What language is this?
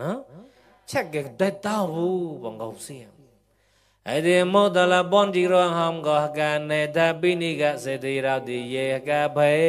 Mon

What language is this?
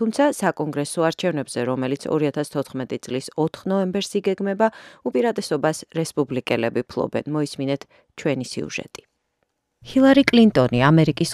Georgian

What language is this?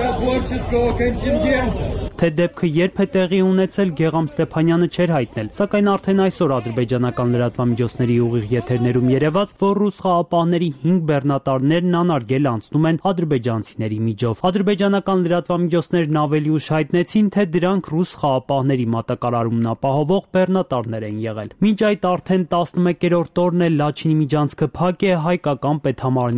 Armenian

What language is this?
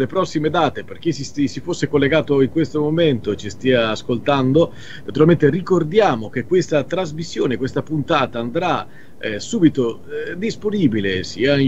Italian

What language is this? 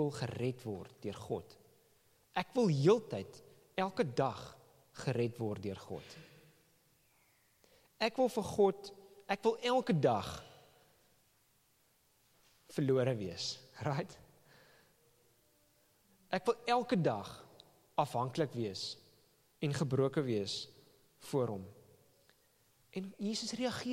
Afrikaans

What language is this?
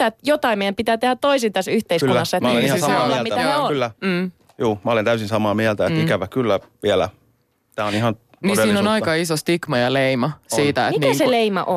Finnish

